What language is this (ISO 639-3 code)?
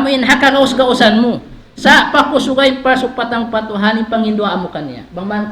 tsg